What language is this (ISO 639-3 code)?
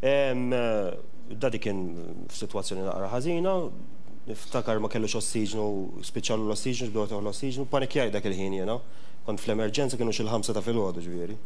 mlt